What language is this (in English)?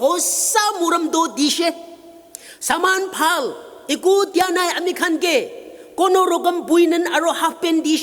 Naga Pidgin